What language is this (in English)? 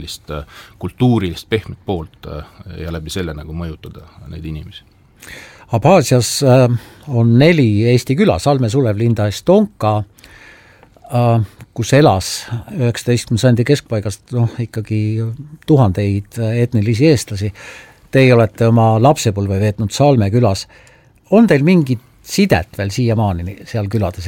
Estonian